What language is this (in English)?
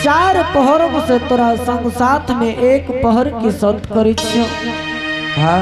Angika